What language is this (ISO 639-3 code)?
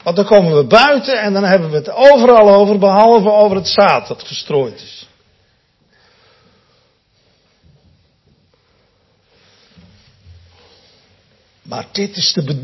nld